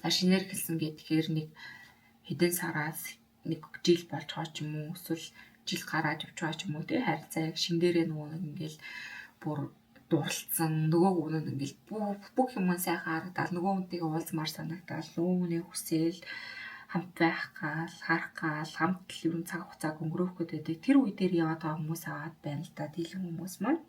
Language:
Mongolian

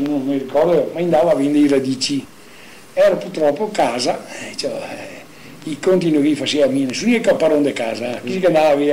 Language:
Venetian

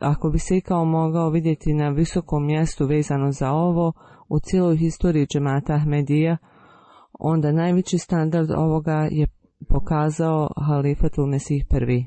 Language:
Bosnian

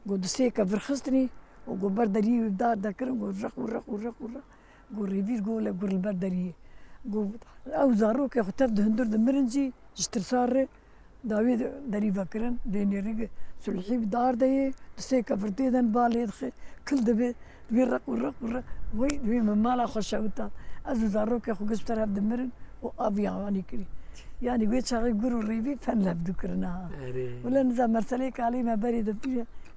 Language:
Kurdish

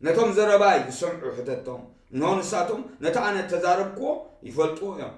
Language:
Tigrinya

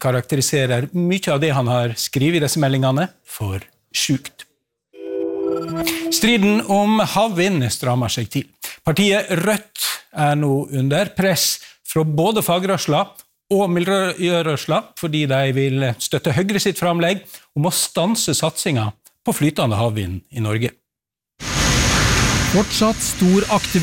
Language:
Norwegian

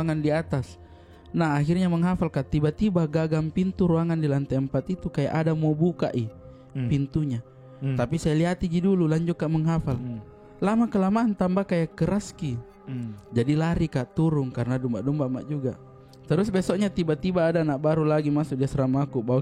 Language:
Makassar Malay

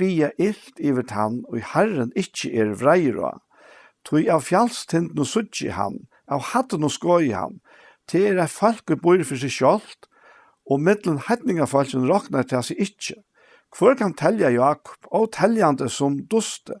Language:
Faroese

